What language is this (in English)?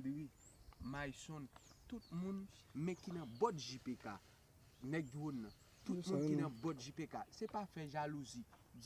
Haitian Creole